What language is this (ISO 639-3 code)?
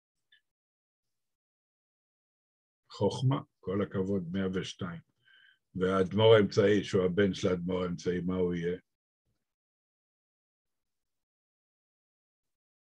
heb